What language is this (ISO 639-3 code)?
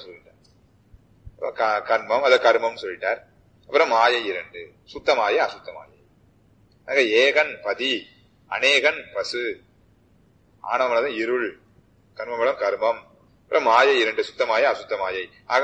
tam